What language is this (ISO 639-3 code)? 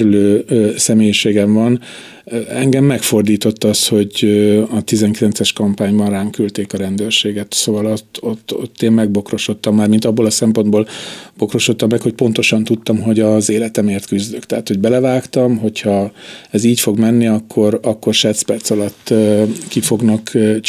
hun